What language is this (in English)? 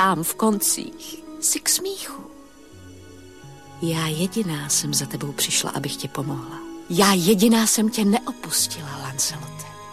Czech